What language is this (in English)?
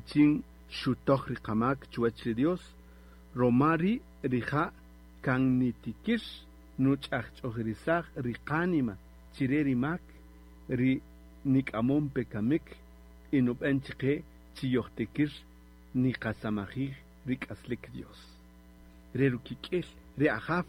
Kaqchikel